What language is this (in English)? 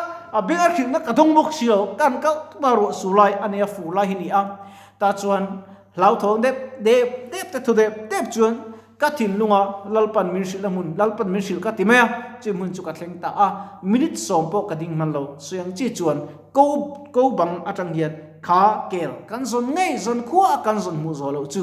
Mizo